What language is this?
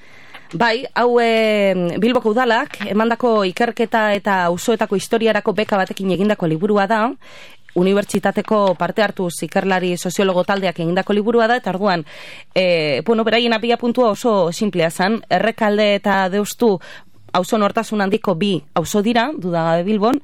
Basque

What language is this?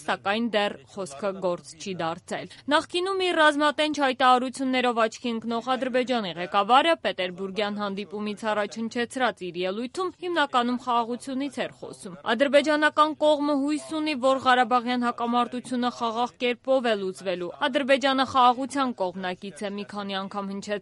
Armenian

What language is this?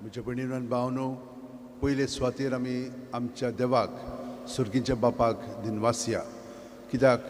Konkani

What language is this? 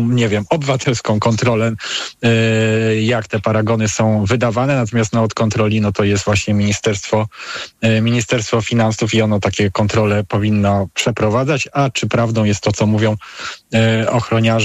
Polish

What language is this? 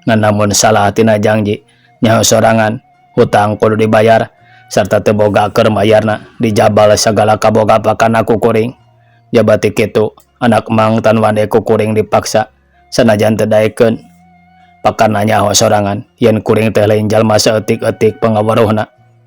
Sundanese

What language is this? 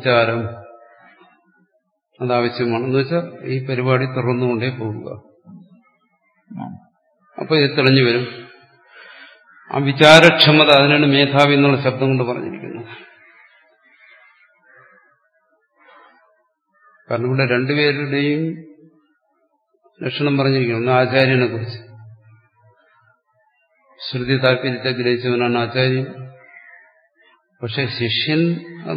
Malayalam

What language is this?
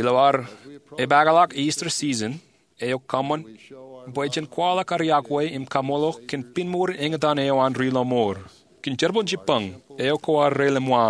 Marshallese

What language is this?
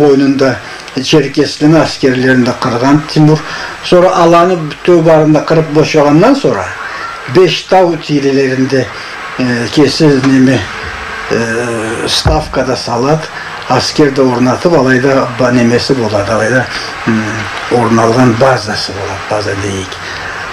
Karachay-Balkar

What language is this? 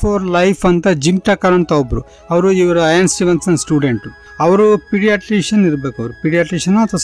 Kannada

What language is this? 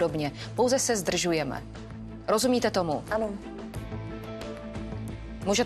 Czech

